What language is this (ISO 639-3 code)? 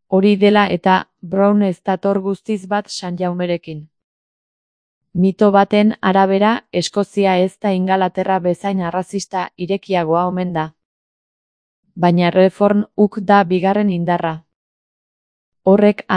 eus